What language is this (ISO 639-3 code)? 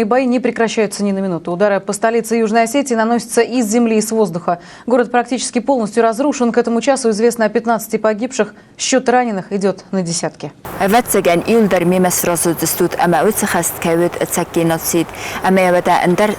oss